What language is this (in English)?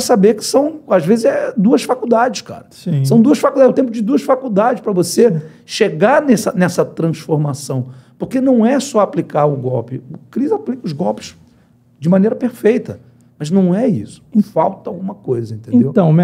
Portuguese